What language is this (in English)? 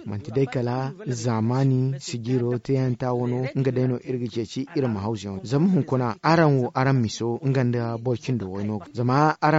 Zarma